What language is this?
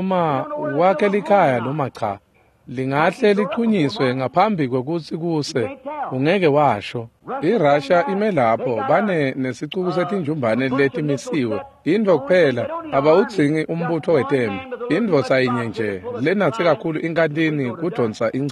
Swati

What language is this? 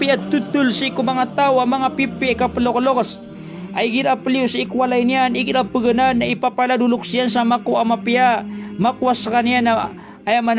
Maranao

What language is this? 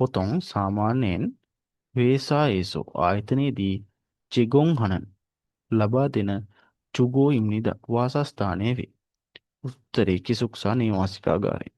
Sinhala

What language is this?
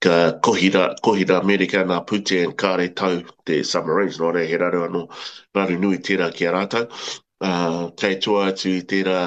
Māori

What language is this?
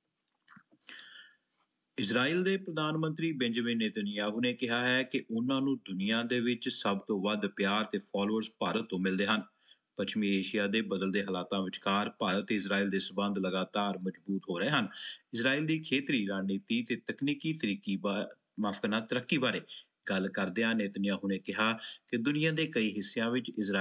Punjabi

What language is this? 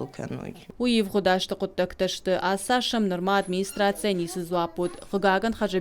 Ossetic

